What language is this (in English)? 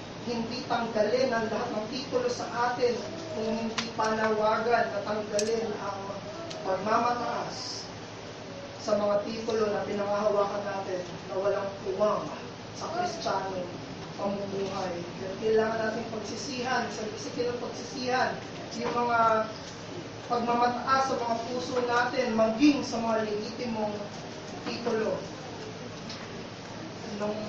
Filipino